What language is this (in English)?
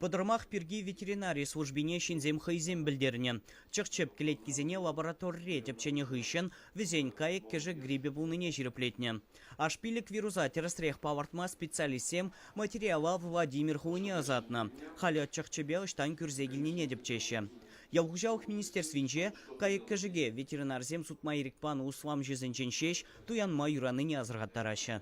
Chuvash